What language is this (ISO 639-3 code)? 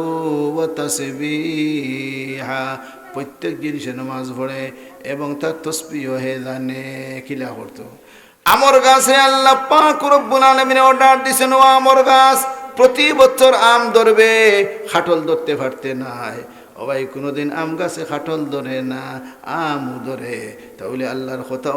syl